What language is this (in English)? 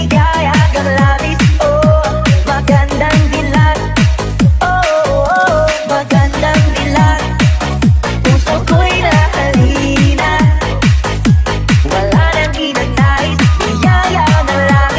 Filipino